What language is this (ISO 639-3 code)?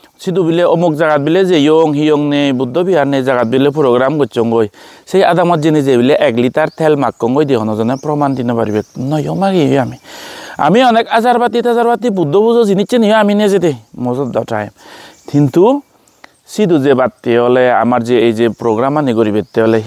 ccp